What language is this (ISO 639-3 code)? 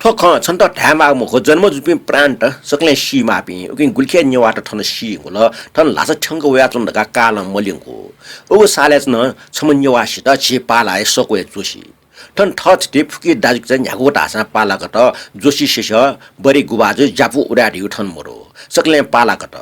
new